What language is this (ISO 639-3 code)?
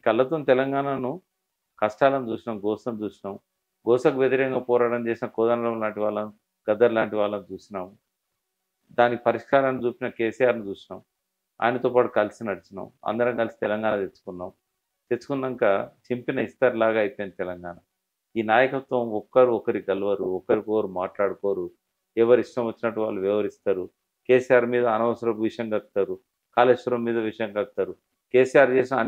tel